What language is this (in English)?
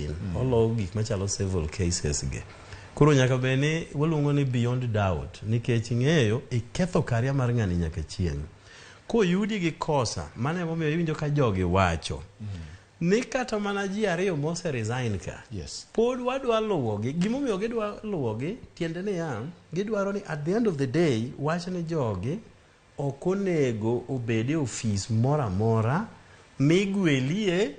Luo (Kenya and Tanzania)